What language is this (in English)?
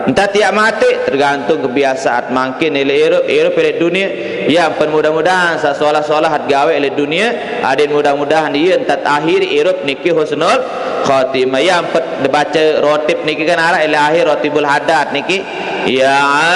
Sasak